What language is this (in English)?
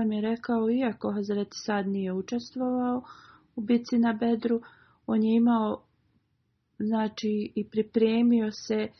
Bosnian